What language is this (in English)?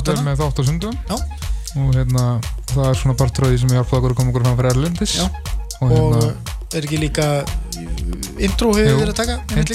Icelandic